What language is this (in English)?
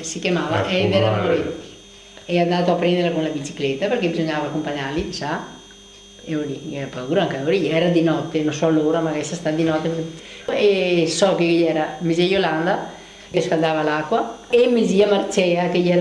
Venetian